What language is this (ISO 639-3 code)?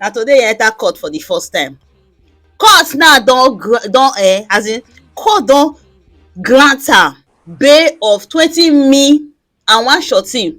pcm